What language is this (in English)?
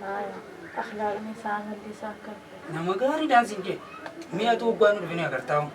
Oromo